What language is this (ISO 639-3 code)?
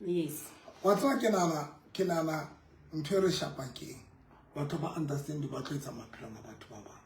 sot